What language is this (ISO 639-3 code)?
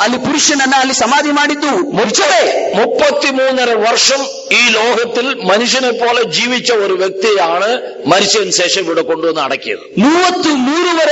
mal